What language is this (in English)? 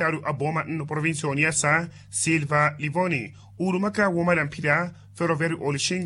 Makhuwa